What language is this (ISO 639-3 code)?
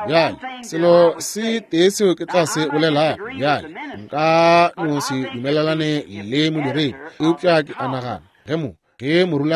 nso